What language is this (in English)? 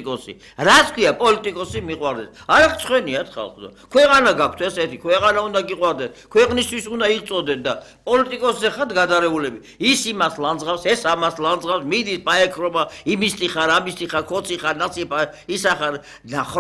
Georgian